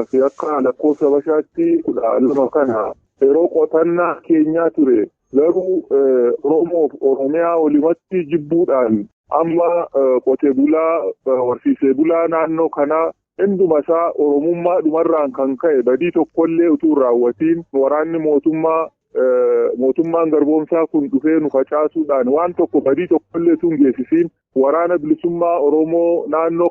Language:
Oromo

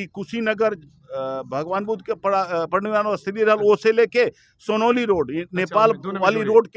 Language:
Bhojpuri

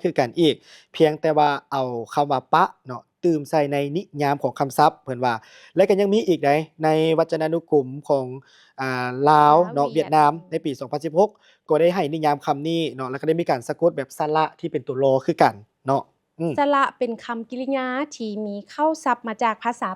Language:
Lao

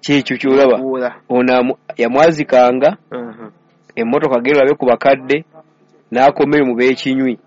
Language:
Ganda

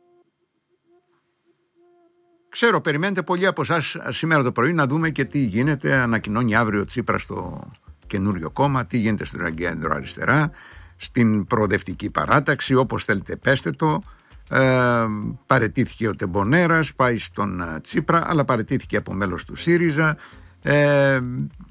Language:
Greek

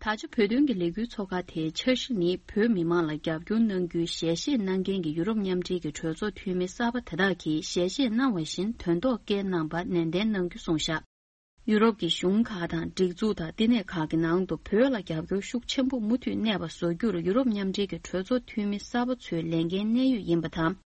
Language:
Tibetan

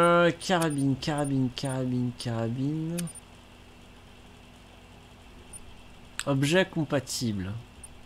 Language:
French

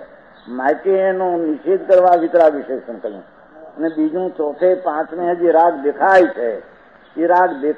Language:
Gujarati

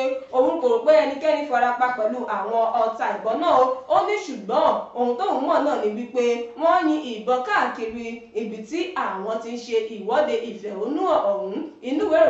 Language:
Yoruba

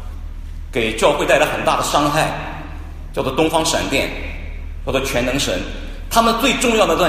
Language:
Chinese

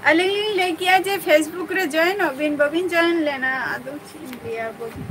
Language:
Santali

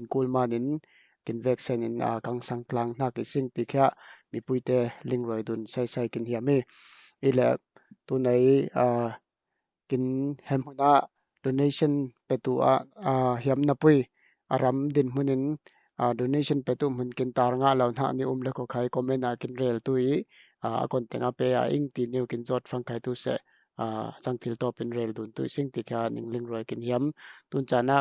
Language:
Falam Chin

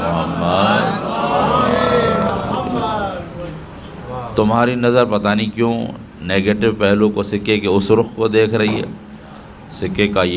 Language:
Urdu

